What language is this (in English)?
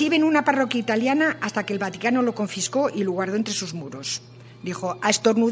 Spanish